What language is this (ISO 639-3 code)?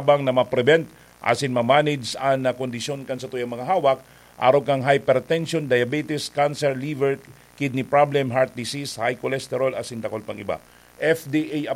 bik